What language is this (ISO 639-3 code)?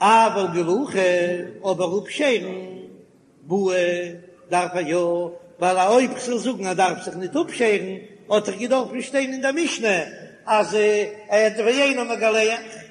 yid